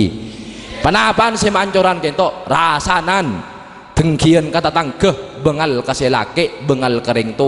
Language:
Madurese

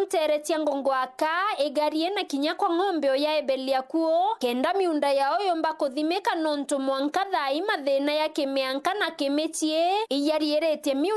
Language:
Meru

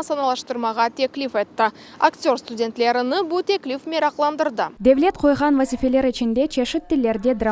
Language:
Crimean Tatar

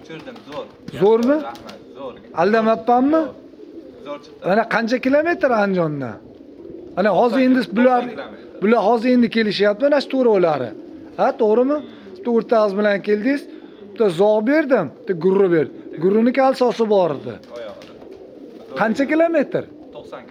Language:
Uzbek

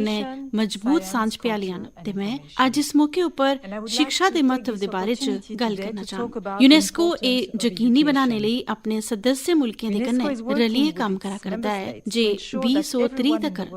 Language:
Dogri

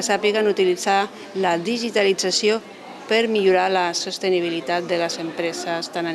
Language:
Catalan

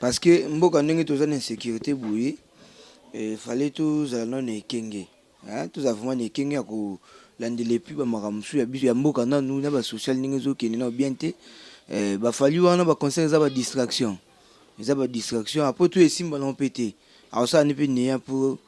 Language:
Lingala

